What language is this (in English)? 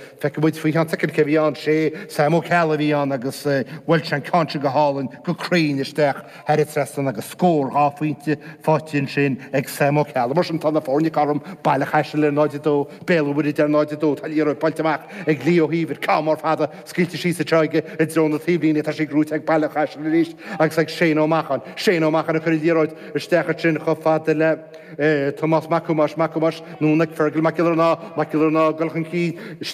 Irish